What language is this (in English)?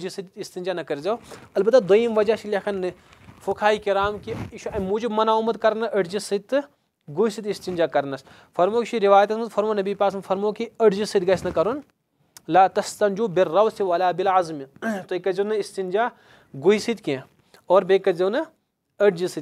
Kashmiri